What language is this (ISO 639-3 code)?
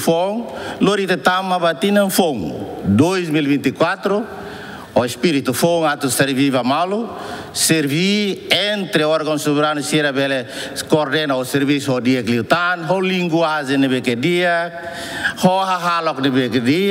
tet